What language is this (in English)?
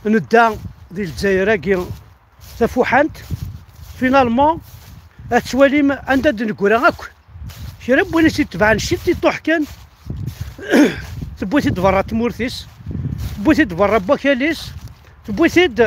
Kabyle